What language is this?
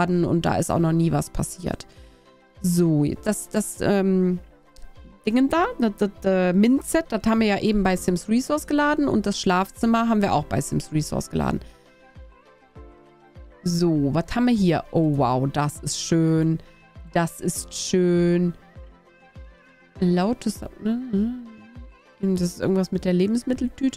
German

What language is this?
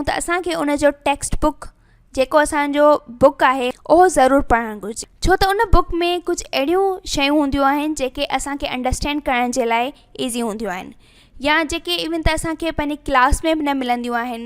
Sindhi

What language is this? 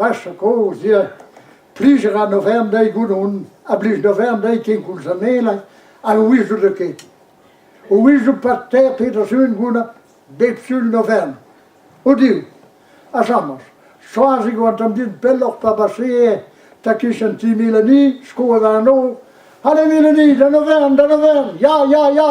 Breton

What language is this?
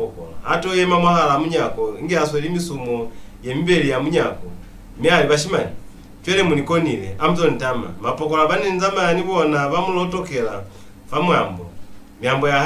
Lozi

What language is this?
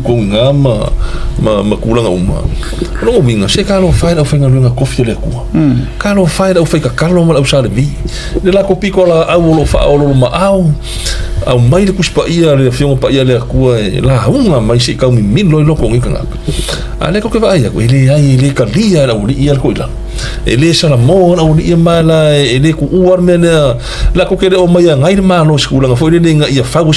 Samoan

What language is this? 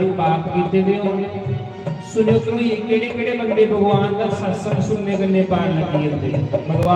Dogri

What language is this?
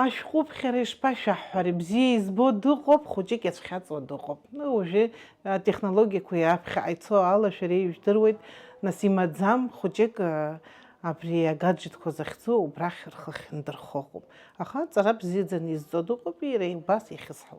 Abkhazian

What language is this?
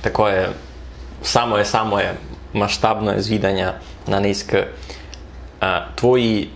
Rusyn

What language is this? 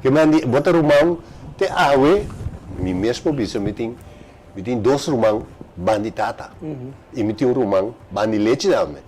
Papiamento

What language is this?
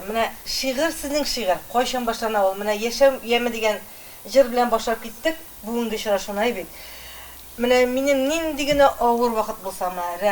Tatar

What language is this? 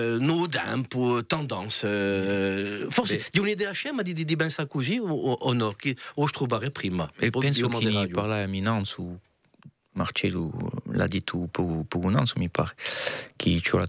Corsican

